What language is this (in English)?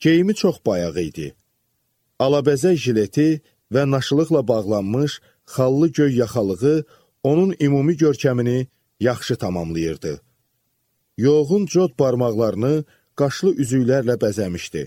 Azerbaijani